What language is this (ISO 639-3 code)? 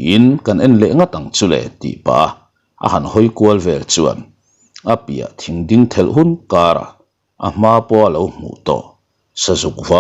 lus